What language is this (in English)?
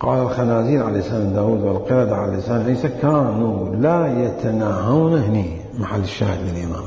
Mesopotamian Arabic